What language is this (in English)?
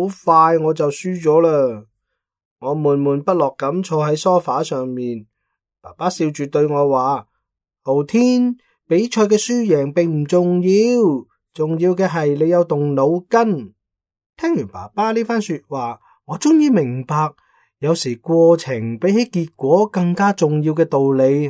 Cantonese